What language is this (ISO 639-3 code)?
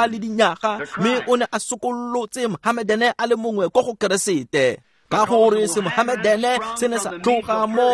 tsn